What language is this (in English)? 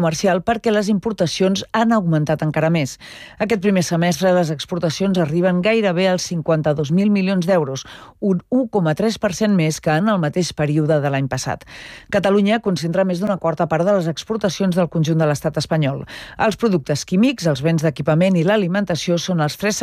Catalan